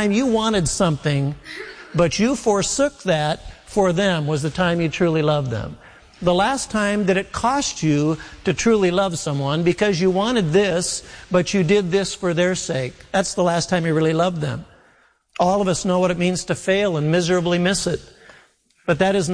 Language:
English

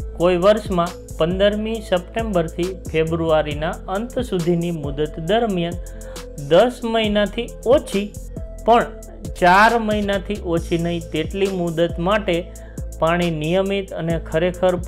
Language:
Gujarati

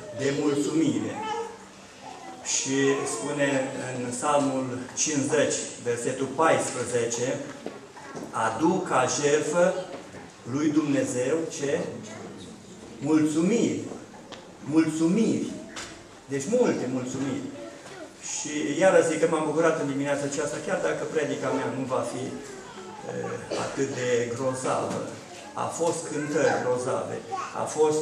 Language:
Romanian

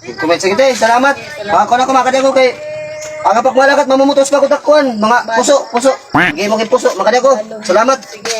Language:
Waray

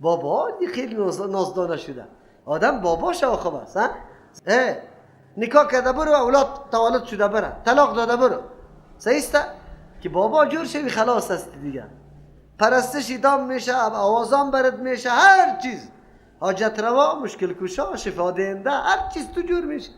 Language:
Persian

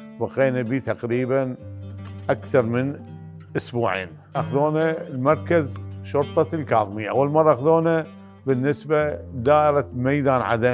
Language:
Mesopotamian Arabic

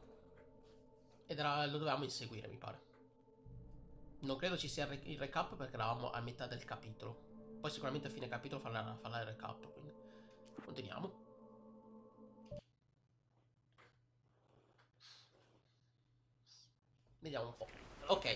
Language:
Italian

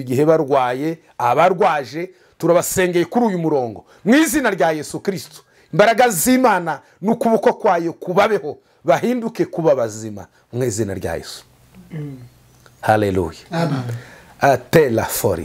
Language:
Kinyarwanda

